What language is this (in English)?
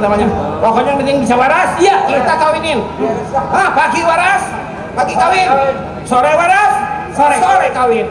Betawi